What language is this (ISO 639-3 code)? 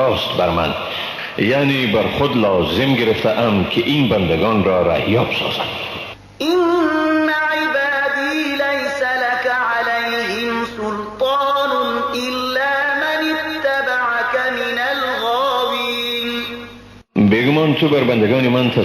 fas